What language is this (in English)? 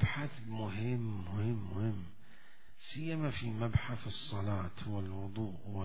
Mesopotamian Arabic